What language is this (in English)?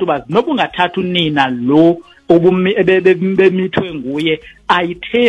Xhosa